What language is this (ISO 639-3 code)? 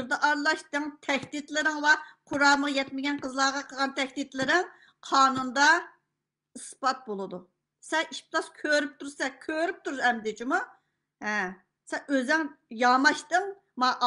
uig